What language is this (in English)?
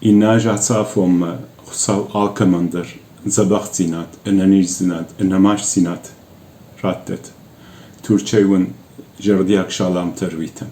Ossetic